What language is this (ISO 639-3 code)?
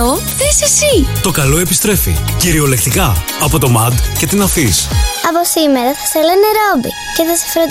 ell